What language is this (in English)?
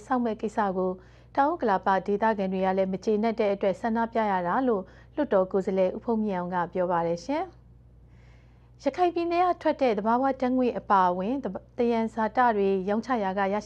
Burmese